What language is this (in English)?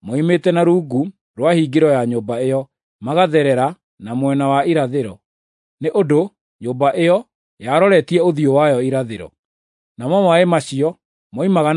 Kikuyu